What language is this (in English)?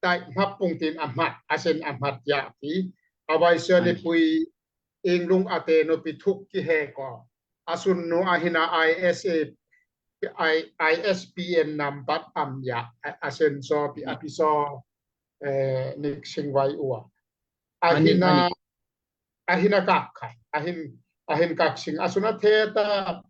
Daai Chin